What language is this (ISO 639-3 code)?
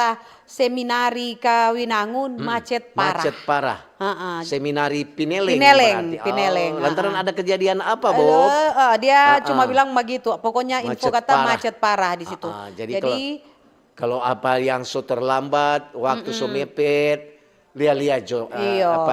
xmm